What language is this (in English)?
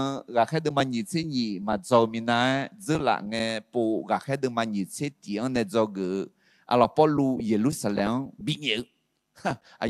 Akha